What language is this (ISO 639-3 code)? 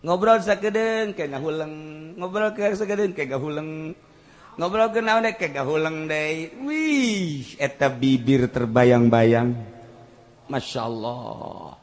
sun